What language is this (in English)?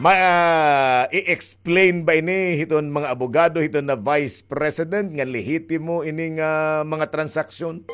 Waray